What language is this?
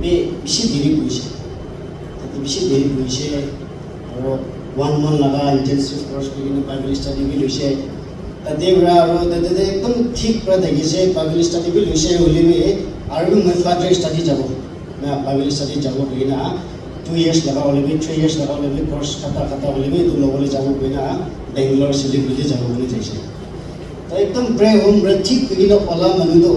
Naga Pidgin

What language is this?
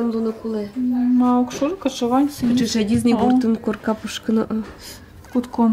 Udmurt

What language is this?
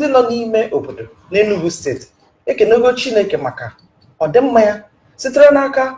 Igbo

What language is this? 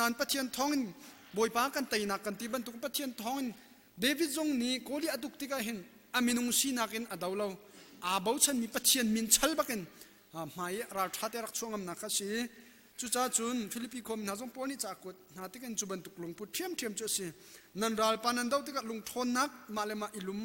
Hakha Chin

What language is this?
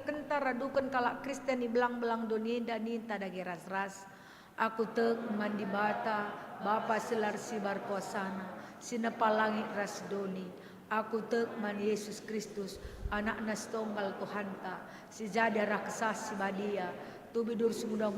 Batak Karo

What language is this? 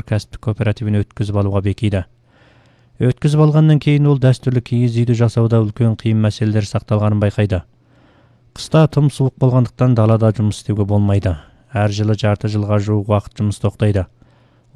Kazakh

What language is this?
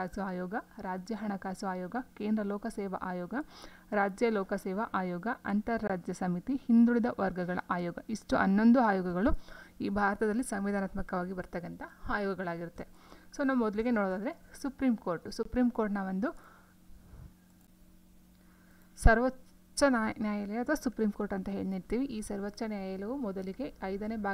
Kannada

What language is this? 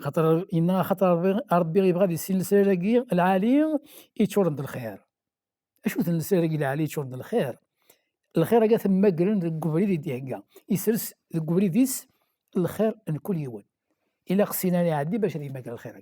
Kabyle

